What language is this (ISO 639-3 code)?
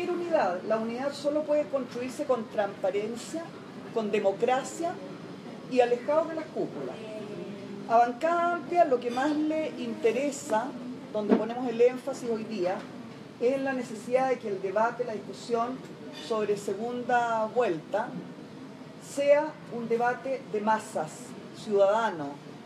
spa